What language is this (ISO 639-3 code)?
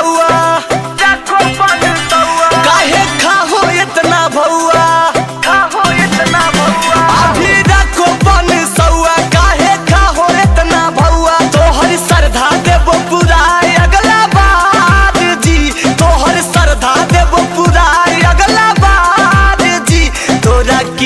mag